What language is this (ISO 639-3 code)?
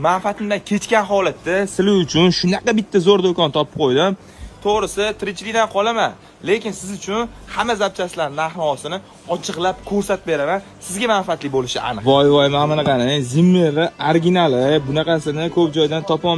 uzb